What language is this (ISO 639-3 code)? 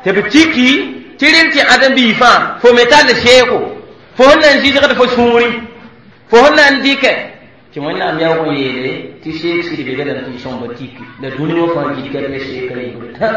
mos